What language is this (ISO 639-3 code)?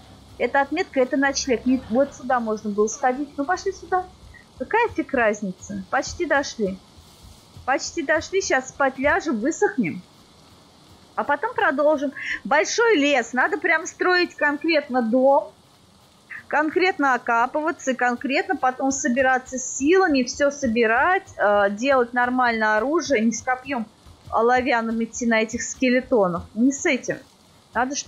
rus